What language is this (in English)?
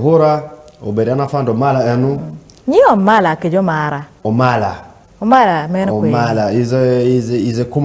Acoli